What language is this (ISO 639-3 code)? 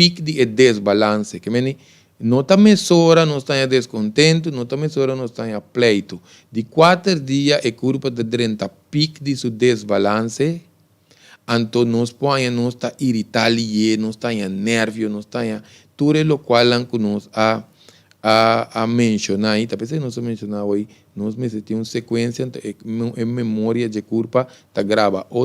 pap